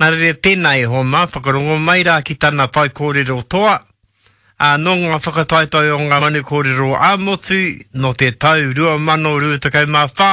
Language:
Māori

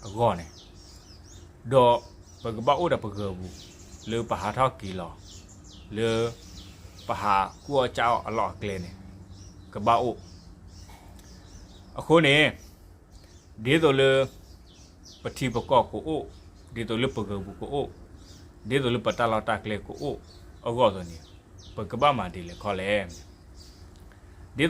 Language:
S'gaw Karen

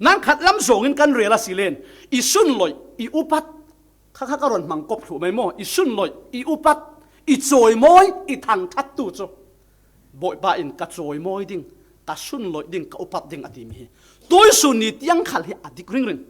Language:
Falam Chin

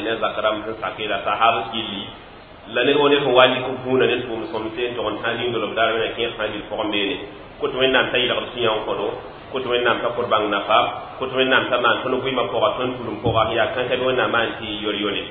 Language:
Mossi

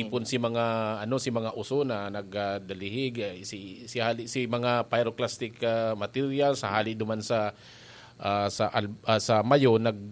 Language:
Bikol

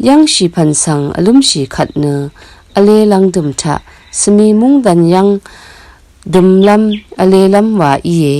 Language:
Rawang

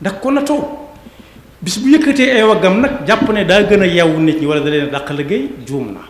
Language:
Wolof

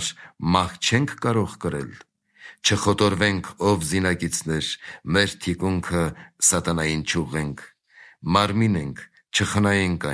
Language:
Armenian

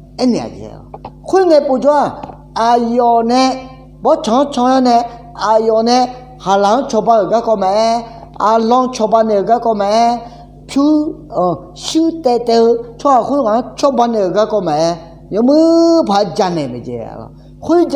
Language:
Akha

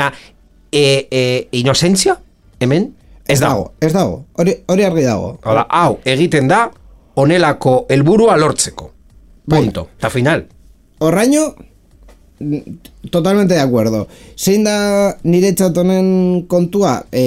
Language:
Basque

